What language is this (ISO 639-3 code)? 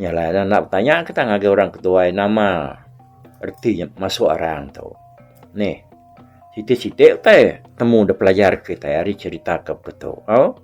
iba